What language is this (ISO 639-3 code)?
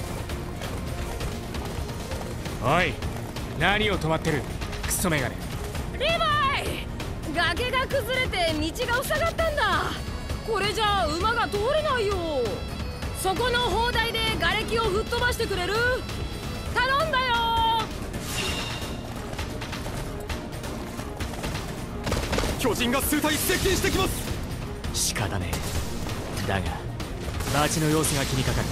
jpn